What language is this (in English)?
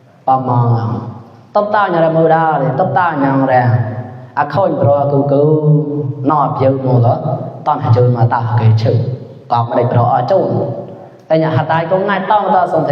Mon